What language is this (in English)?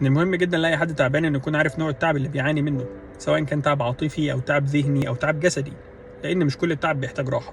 Egyptian Arabic